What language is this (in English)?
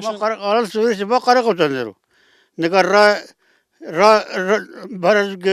Zaza